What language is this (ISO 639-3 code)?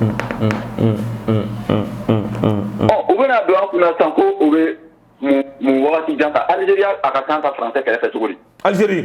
bam